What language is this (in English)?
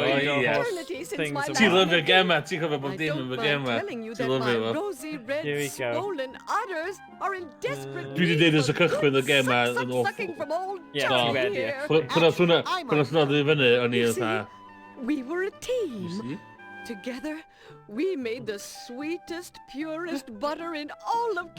Welsh